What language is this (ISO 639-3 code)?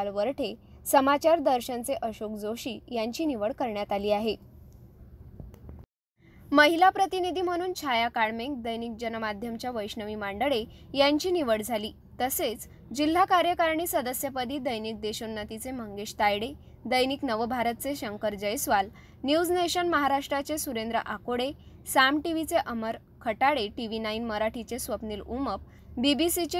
mar